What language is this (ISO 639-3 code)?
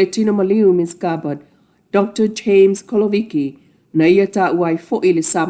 smo